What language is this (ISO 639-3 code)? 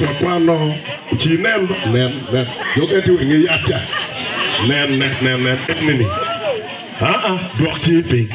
ach